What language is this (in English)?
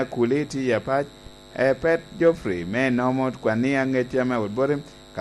Lango (Uganda)